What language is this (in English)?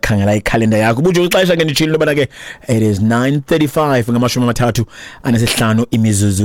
Xhosa